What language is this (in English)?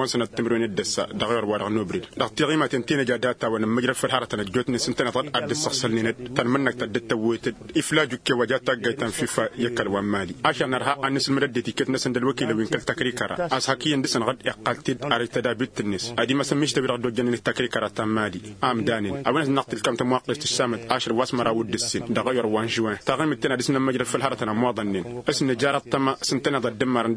Tamasheq